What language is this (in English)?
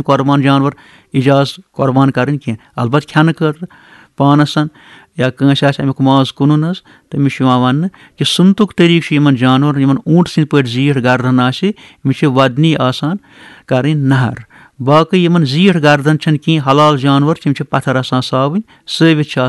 Kashmiri